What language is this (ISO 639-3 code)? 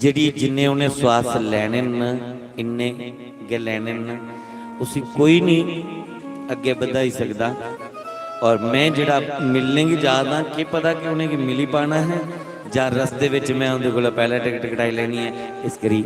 doi